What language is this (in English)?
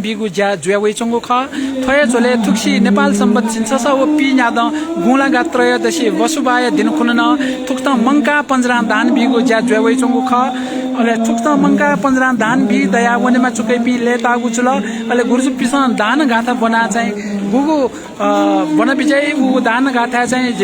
Newari